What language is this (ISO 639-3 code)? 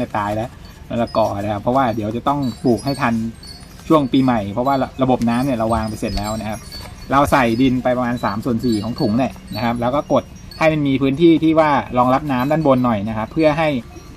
tha